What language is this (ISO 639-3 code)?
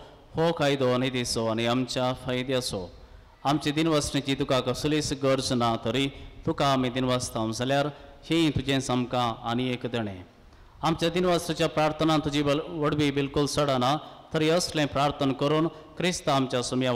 kok